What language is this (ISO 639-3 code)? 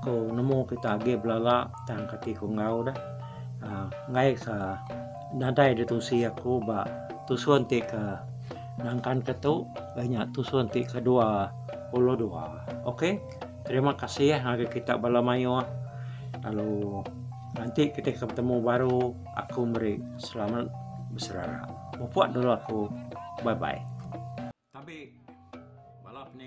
iba